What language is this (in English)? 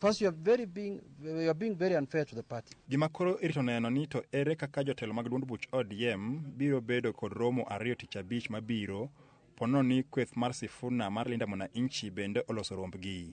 Luo (Kenya and Tanzania)